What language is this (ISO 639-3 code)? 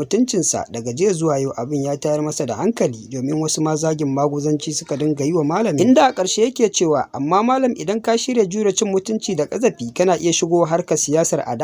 hau